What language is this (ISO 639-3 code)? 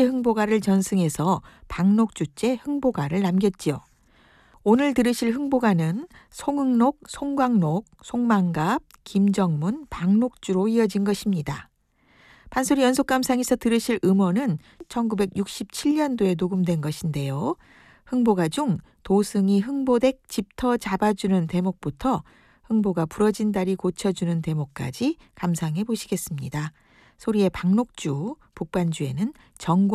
kor